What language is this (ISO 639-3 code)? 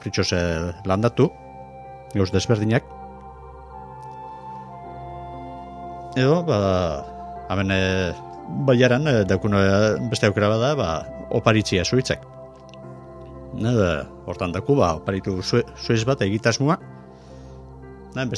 eus